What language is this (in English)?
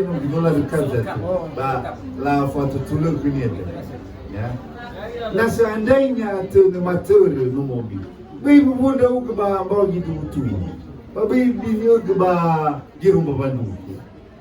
Nias